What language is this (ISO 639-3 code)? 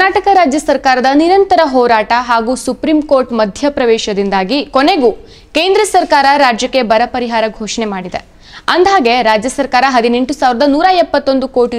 kan